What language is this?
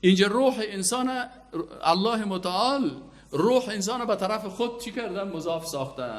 Persian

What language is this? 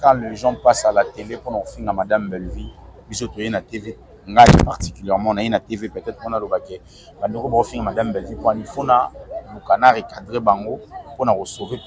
Lingala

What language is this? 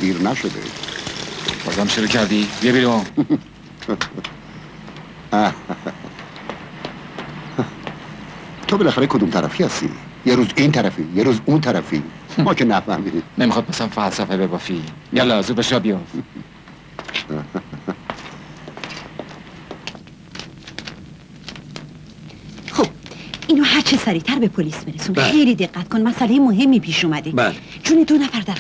Persian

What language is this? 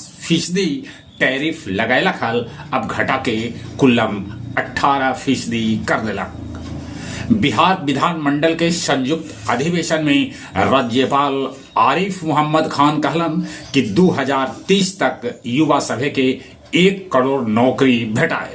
Magahi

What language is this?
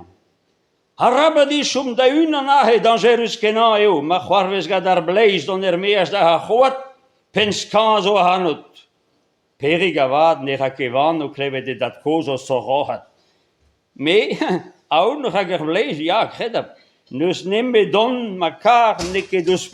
Breton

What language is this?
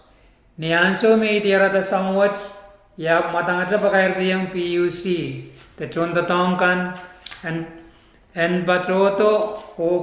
Pohnpeian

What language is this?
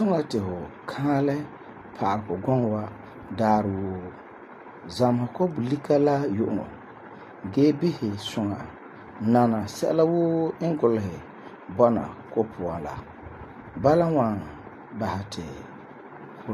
Frafra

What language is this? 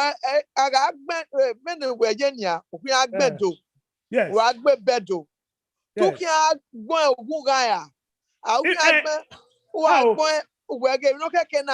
Bini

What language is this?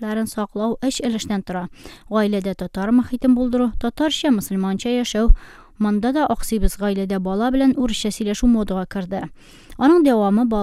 Tatar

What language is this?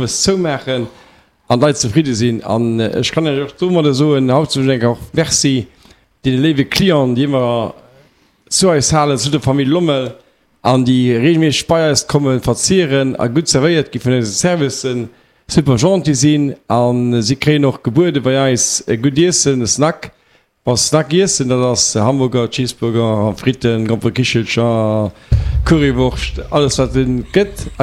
Luxembourgish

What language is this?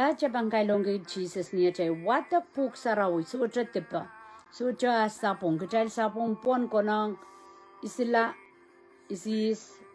Pohnpeian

